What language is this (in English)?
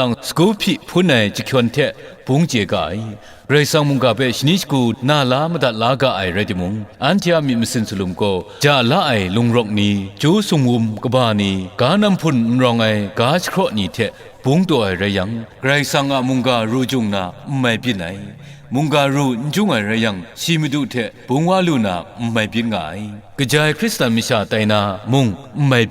Kachin